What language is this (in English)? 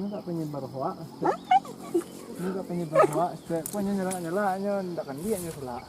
Minangkabau